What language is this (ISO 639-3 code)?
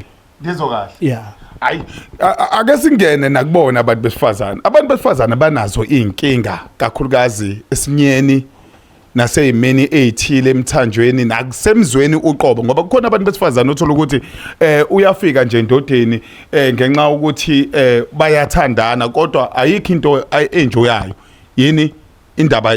zul